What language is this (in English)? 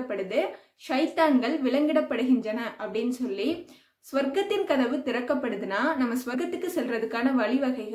Tamil